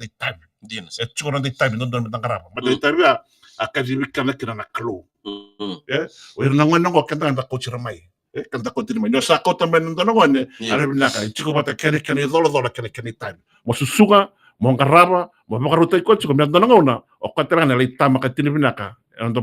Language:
Fijian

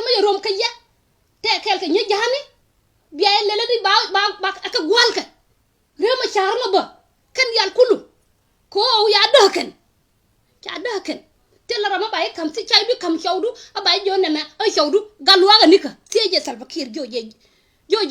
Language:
Nuer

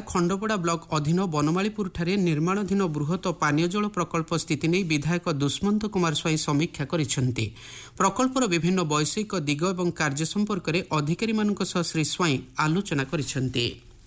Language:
Odia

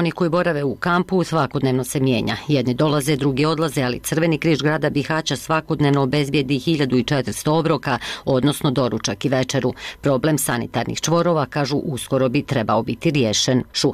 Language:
Bosnian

